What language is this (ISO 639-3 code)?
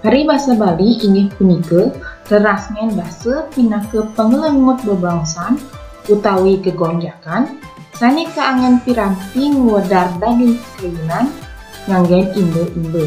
ban